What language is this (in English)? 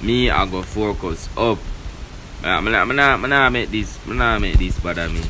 Jamaican Creole English